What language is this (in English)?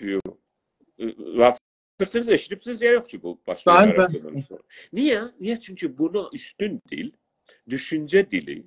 South Azerbaijani